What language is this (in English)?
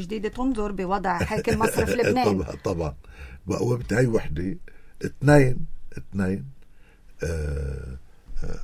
North Levantine Arabic